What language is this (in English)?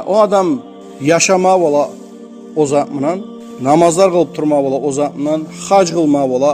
Kumyk